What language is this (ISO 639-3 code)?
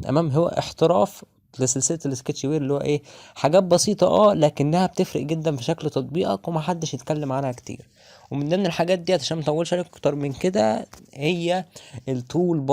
arz